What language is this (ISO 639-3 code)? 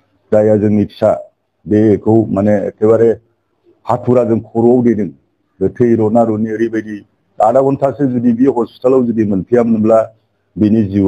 brx